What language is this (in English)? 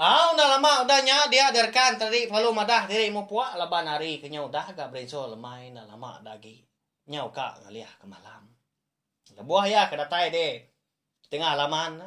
Iban